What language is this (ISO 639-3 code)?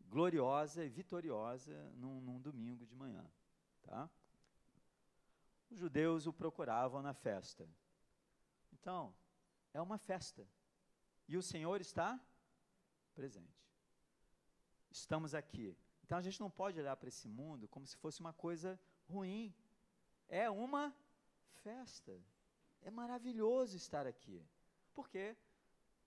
por